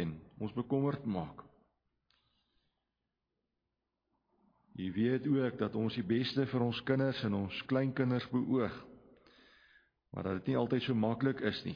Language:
Afrikaans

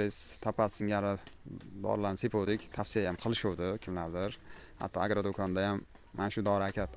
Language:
Uzbek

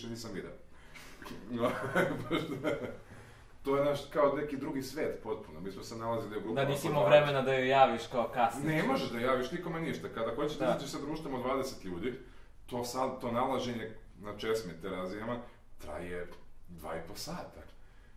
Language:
Serbian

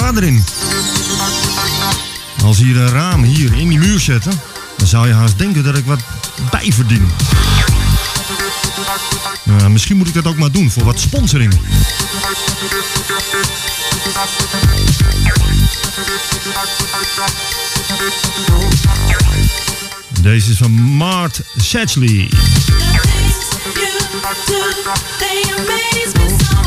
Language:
Dutch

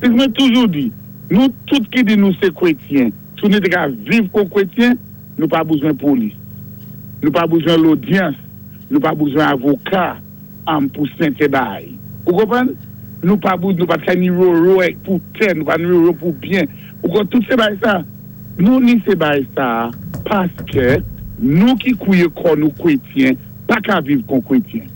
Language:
Saint Lucian Creole French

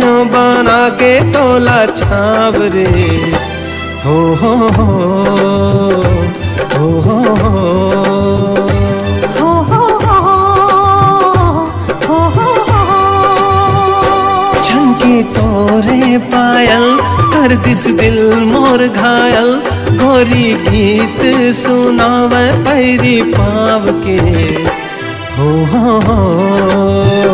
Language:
Chhattisgarhi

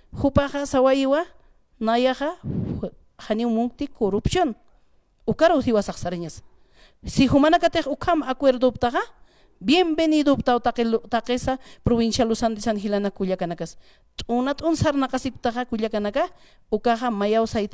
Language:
Aymara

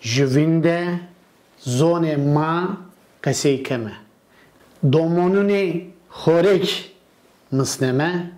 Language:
Zaza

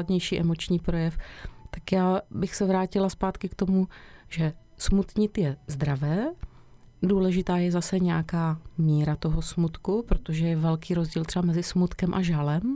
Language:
Czech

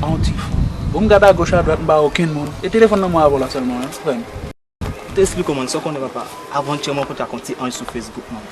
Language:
Haitian Creole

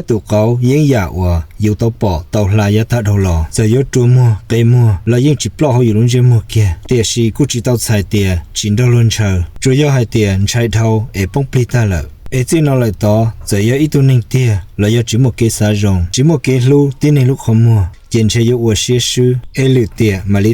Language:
Hmong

